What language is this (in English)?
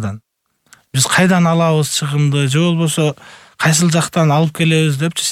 Kyrgyz